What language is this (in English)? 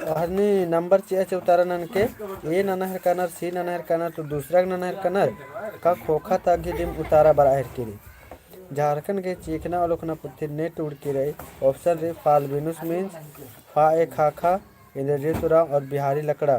Kurukh